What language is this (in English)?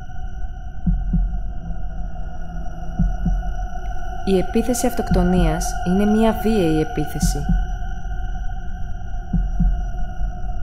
Greek